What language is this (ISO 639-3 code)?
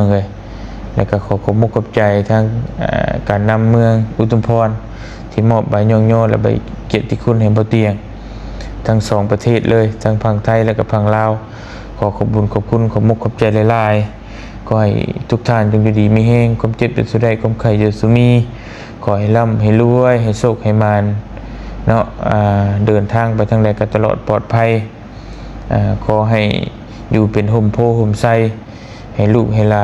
lao